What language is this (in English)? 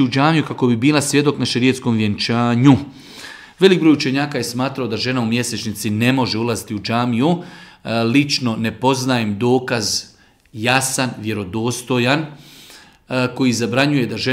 Bosnian